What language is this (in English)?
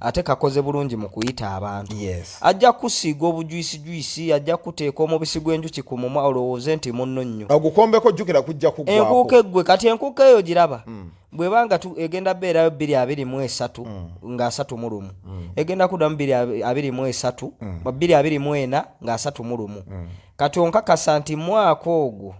Ganda